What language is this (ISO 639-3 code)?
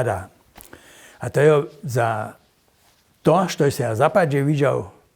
hsb